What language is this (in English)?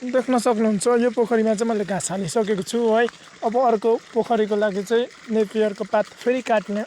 Nepali